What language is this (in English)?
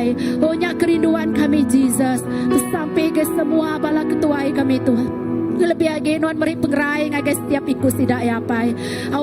Iban